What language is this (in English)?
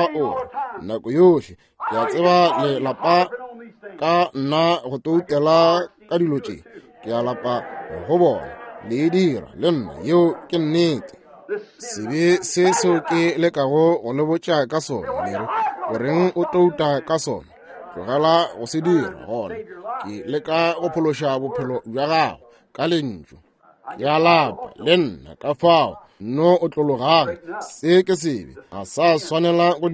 Northern Sotho